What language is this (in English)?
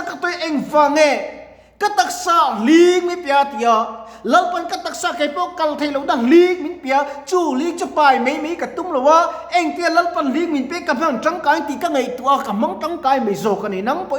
Mizo